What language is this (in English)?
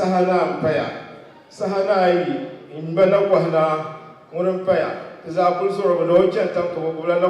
Dagbani